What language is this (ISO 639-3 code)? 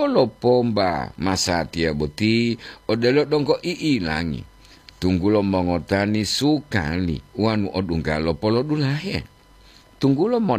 gor